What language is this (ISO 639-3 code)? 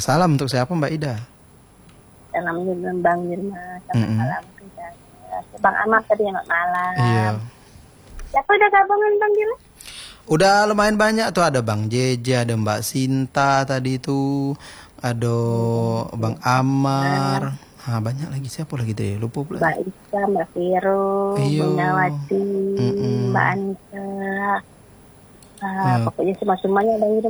ind